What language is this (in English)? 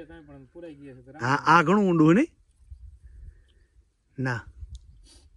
Gujarati